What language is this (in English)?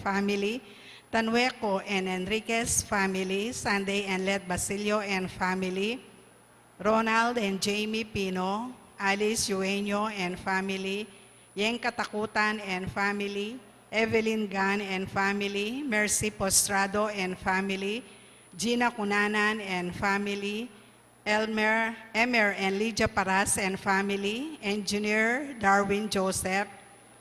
Pampanga